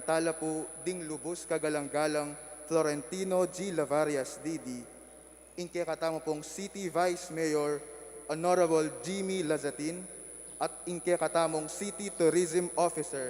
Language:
Pampanga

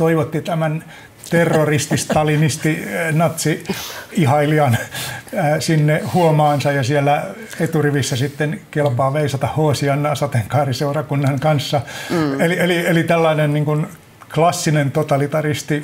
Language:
Finnish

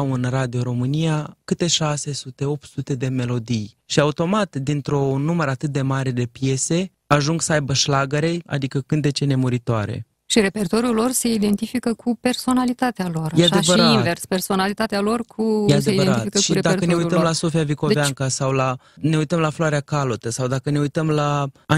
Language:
Romanian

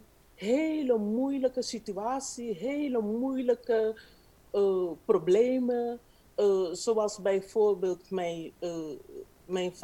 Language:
Dutch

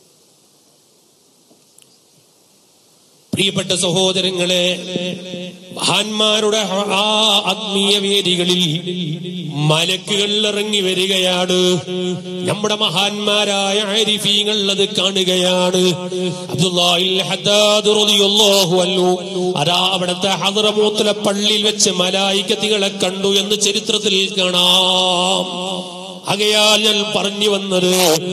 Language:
Malayalam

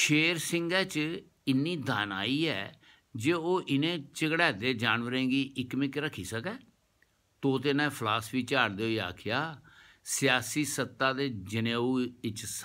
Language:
Dogri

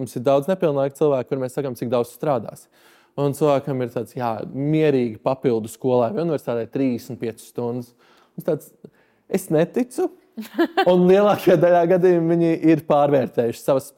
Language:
Latvian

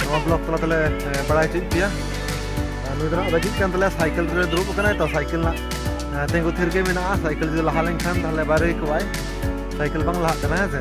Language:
Santali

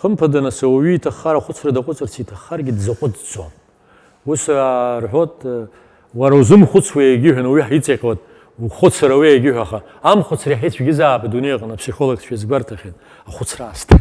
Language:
Abkhazian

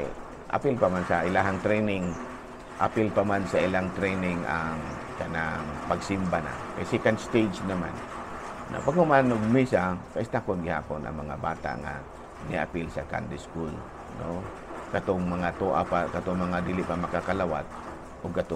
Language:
Cebuano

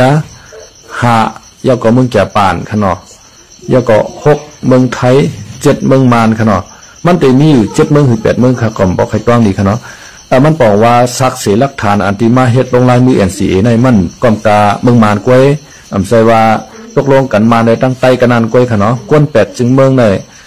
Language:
Shan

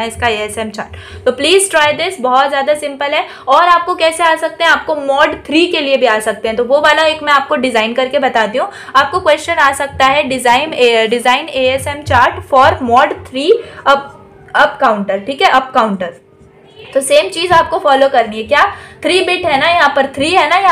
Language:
Hindi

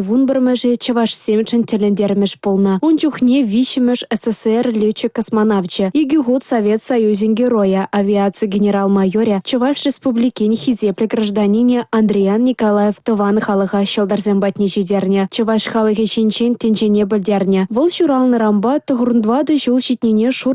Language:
Chuvash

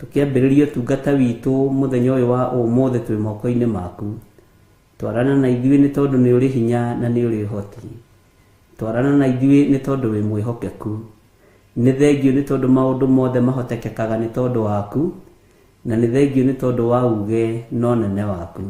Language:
Kikuyu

